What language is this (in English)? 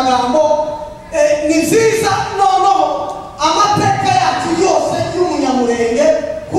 Kinyarwanda